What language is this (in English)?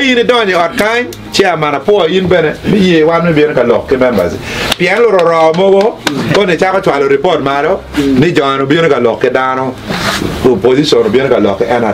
Acoli